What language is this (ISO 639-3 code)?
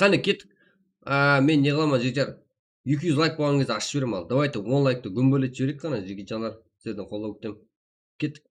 kaa